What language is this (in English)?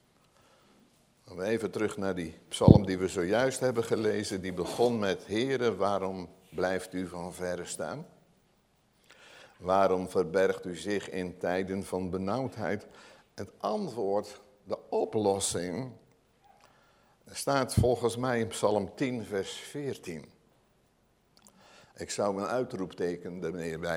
Dutch